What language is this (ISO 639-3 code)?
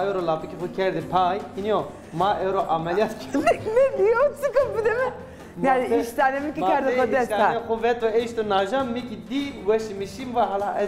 zza